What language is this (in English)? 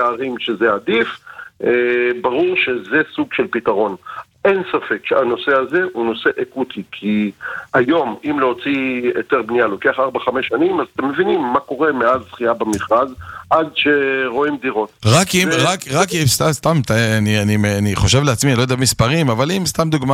Hebrew